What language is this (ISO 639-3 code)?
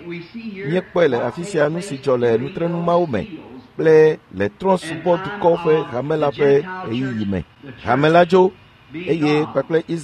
ewe